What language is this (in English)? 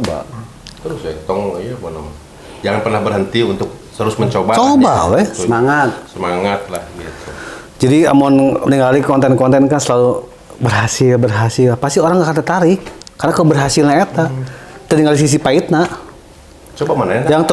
Sundanese